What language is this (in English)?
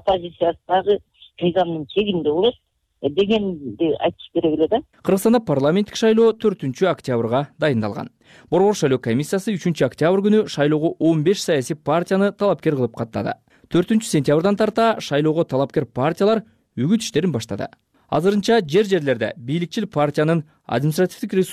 Kyrgyz